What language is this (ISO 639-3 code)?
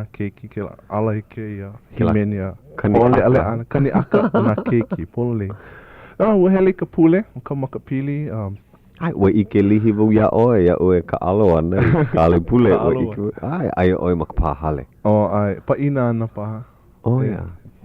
haw